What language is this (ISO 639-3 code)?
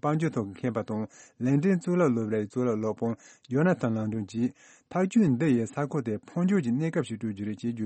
bod